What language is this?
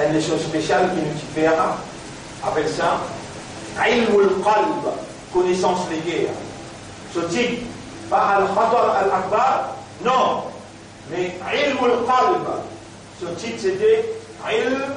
Morisyen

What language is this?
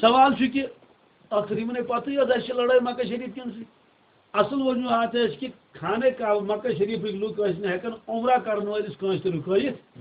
Kashmiri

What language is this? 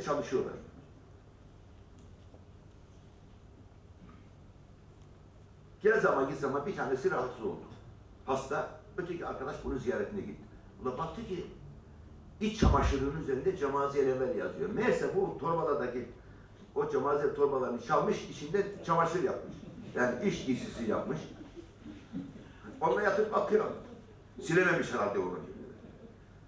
Turkish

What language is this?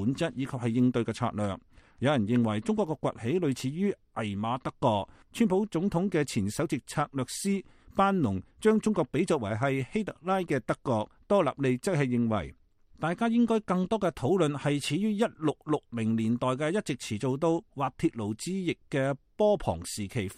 Cantonese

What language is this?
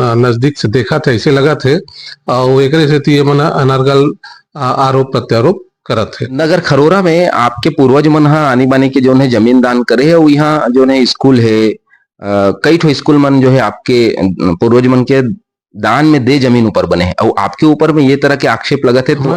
Chhattisgarhi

